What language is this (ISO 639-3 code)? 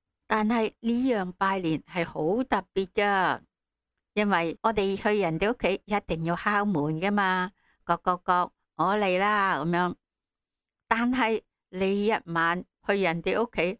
yue